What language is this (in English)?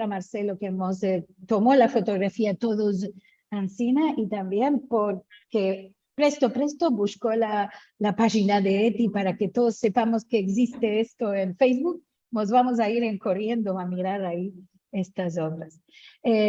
Ladino